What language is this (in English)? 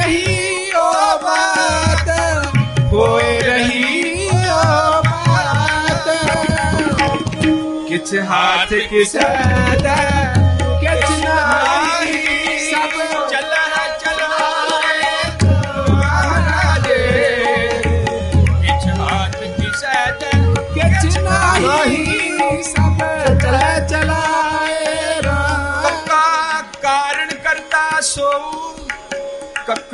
Punjabi